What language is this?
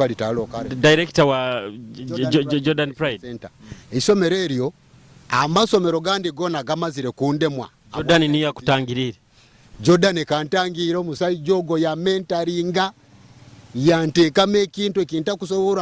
Nyoro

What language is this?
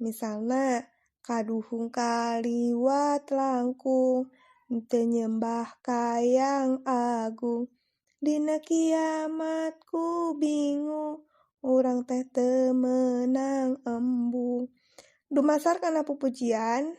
Sundanese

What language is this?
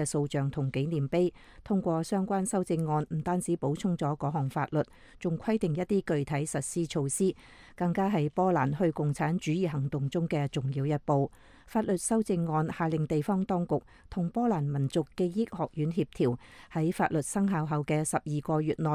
Cantonese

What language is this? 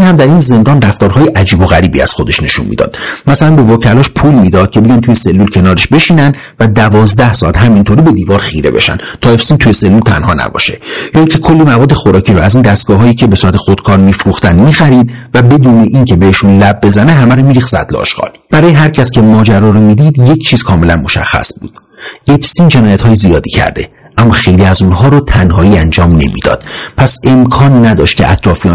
Persian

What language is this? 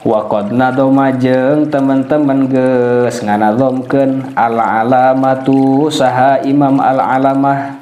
Sundanese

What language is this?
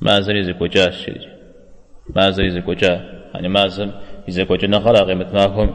Kabardian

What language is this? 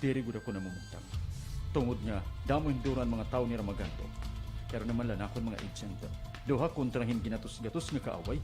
Waray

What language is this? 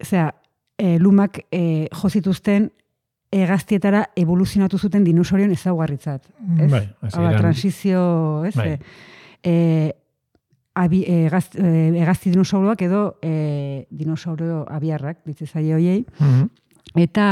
Basque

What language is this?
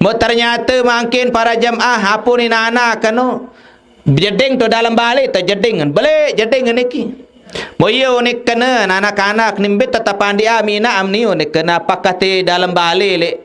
Sasak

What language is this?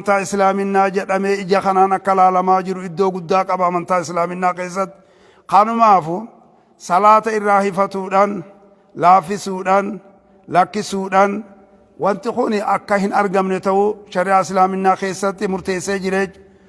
Oromo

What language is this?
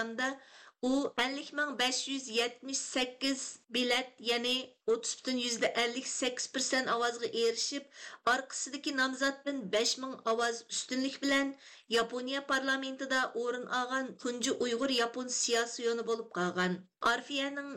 Uyghur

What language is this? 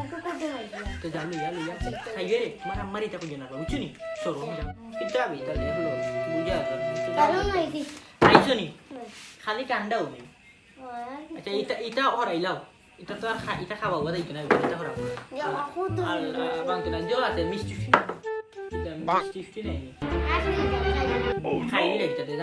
Sylheti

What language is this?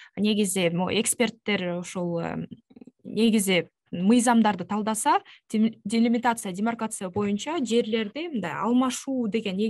Kyrgyz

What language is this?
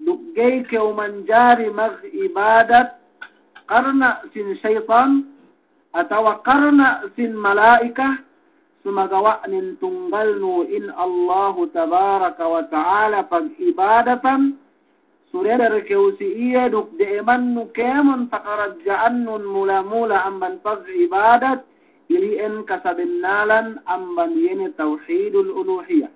Yakan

